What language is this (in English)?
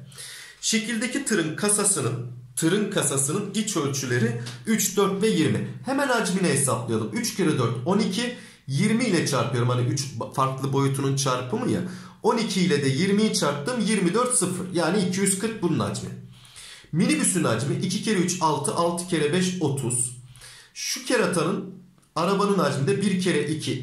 Turkish